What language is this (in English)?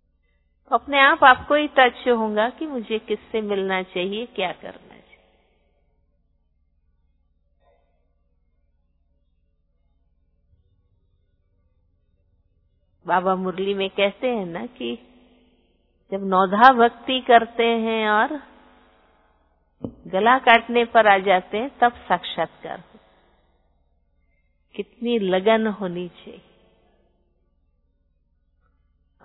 Hindi